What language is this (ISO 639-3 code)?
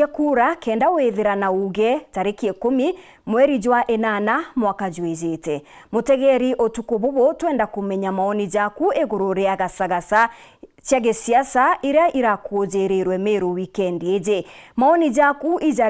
mer